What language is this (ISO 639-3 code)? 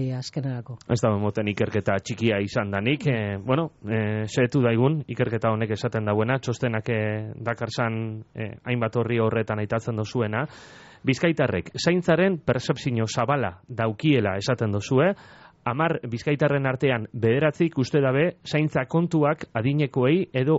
eus